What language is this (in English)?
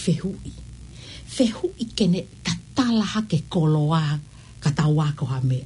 Tongan